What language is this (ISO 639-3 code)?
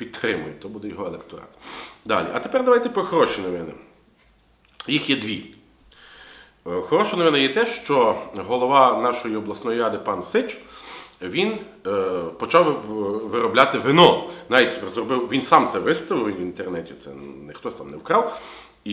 ukr